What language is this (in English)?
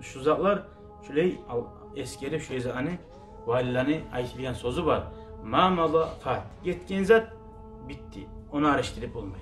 Kumyk